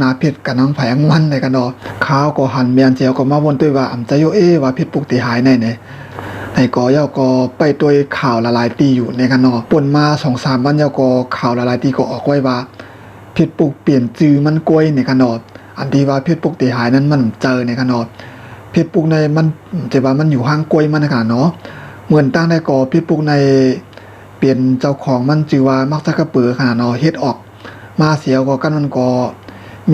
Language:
Shan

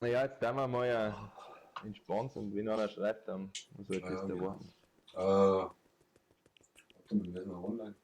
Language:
Bavarian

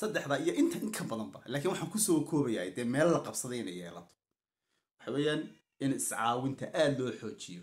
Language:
Somali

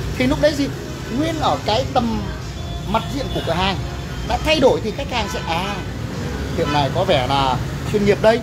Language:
Vietnamese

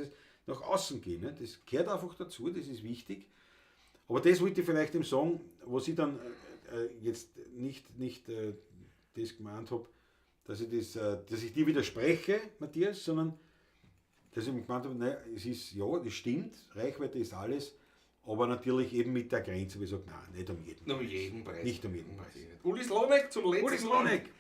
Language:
Bavarian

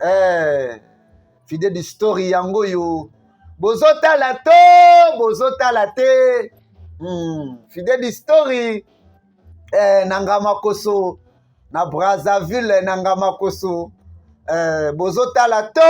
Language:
Lingala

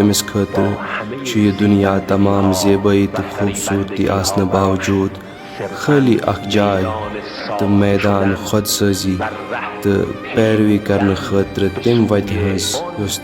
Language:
Kashmiri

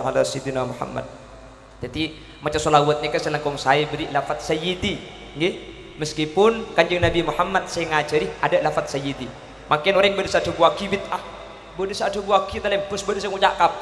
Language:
Madurese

